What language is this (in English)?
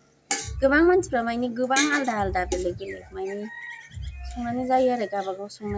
Bodo